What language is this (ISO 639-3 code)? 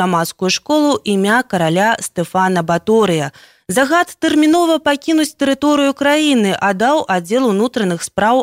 bel